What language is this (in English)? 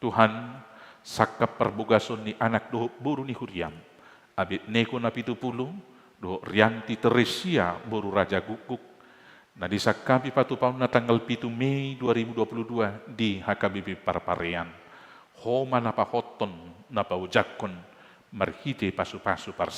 Batak Toba